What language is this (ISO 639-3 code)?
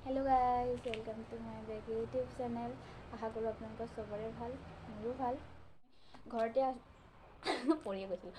asm